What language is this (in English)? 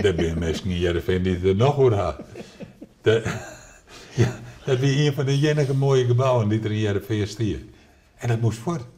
Western Frisian